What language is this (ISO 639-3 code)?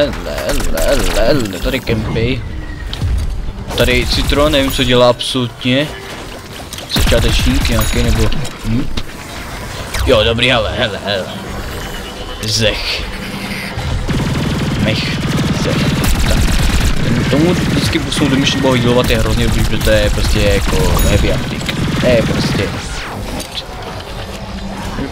ces